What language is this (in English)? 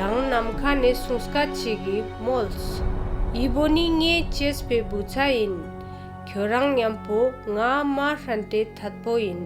Ladakhi